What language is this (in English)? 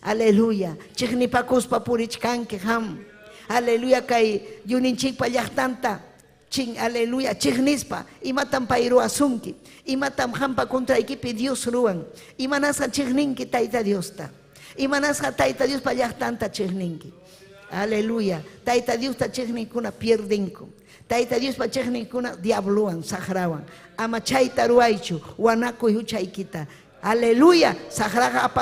Ayacucho Quechua